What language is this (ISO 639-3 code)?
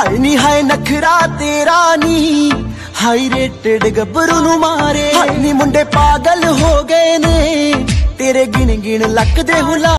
pan